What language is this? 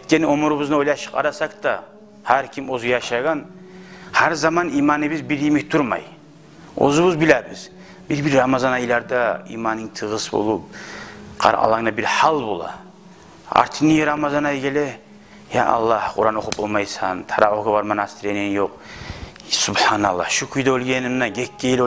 Kumyk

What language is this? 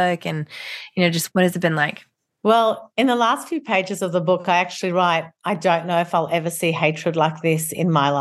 English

